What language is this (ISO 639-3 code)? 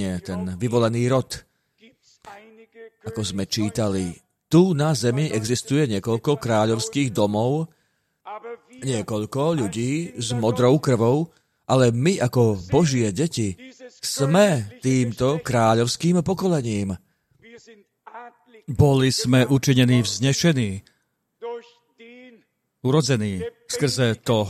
slk